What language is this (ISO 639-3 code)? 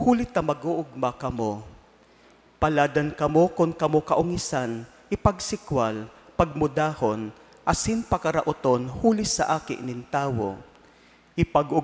bik